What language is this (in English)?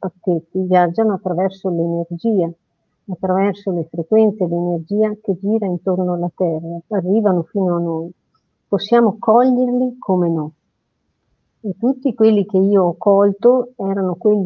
Italian